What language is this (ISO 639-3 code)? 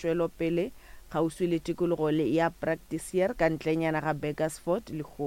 nso